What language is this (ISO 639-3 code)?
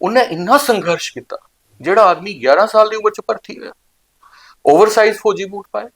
doi